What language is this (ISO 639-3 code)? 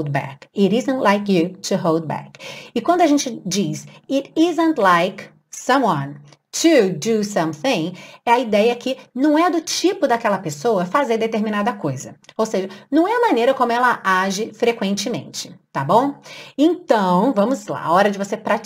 por